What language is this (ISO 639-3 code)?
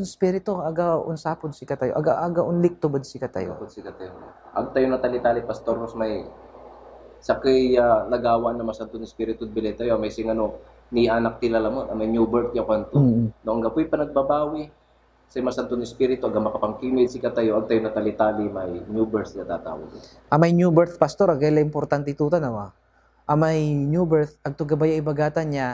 pag